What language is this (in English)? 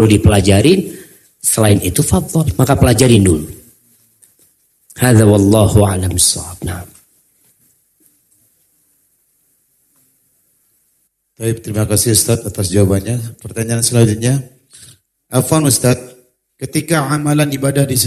Indonesian